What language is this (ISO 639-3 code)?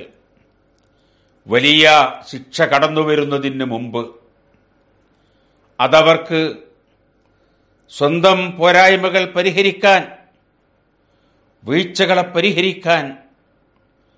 mal